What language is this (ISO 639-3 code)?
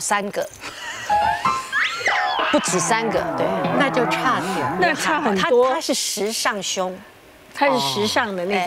zho